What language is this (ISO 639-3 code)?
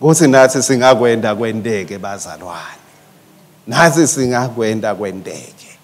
ssw